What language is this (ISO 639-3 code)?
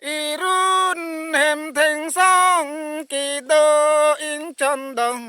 mjw